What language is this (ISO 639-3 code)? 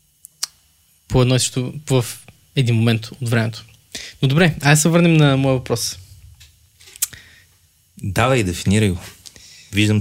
bul